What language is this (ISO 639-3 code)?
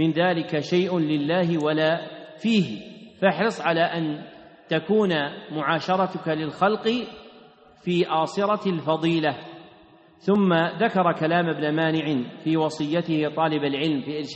ara